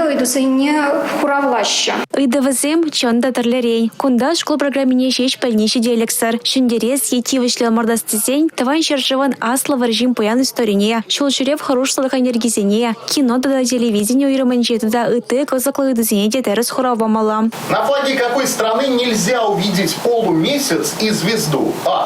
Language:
Chuvash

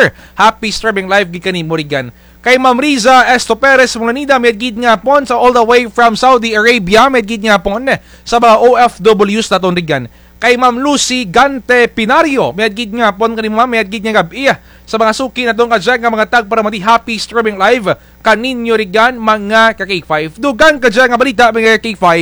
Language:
Kinaray-a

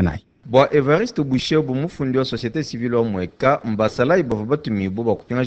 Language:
Luba-Lulua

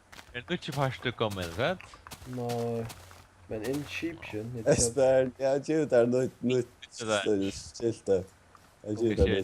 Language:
Faroese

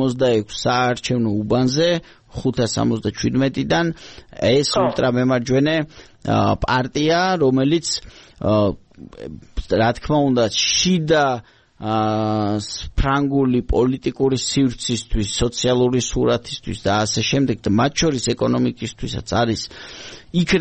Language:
Georgian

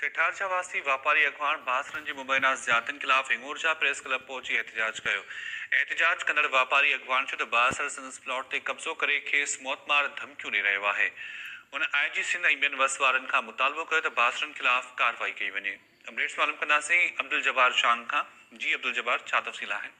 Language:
Sindhi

